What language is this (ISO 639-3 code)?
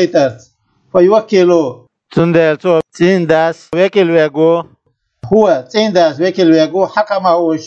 che